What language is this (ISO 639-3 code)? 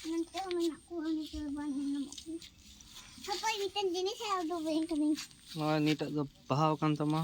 sat